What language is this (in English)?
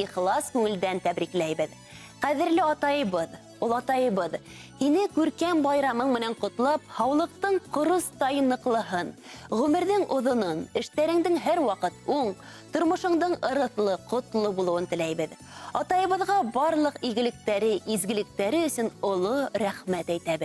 Bashkir